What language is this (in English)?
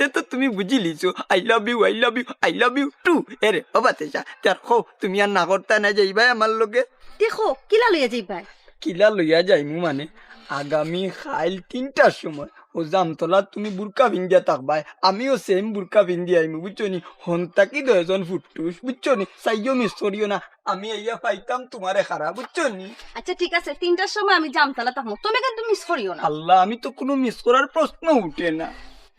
Sylheti